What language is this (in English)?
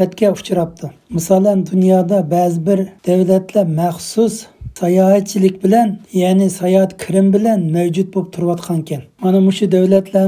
Uyghur